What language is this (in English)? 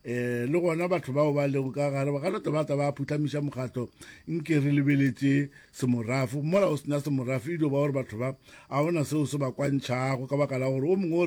Northern Sotho